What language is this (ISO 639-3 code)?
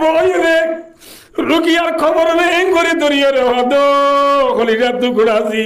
rhg